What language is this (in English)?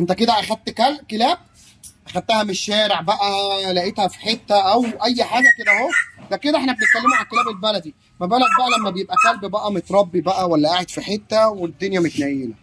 Egyptian Arabic